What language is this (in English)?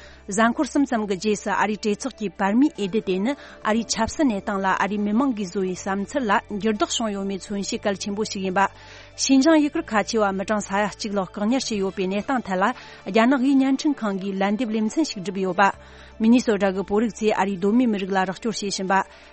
Tibetan